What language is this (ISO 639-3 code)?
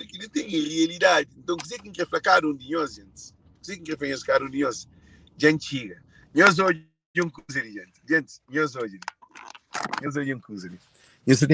kea